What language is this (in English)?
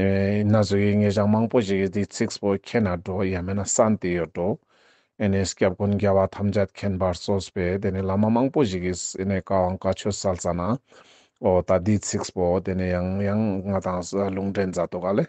Ladakhi